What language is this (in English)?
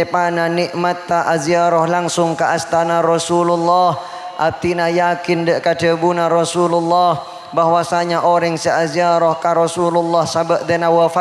Madurese